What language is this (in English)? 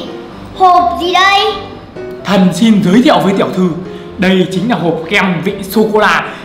Vietnamese